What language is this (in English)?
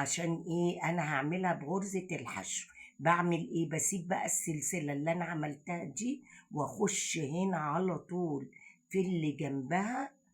Egyptian Arabic